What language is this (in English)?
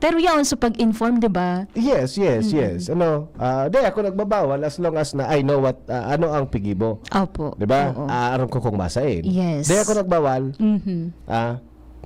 Bikol